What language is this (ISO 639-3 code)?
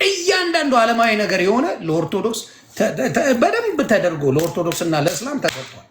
amh